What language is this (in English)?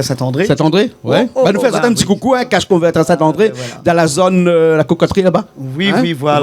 Réunion Creole French